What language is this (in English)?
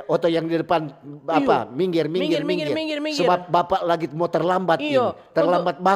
Manado Malay